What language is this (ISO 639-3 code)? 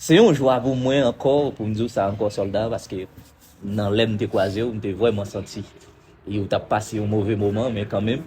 hat